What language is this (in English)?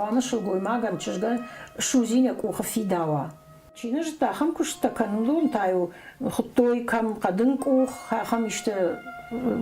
Ossetic